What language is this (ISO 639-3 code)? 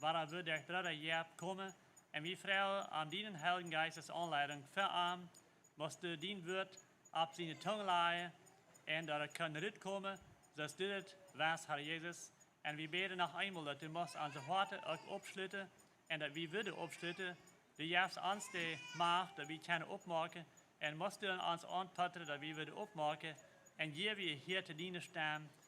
pdt